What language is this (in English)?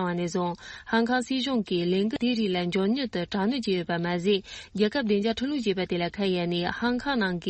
Tibetan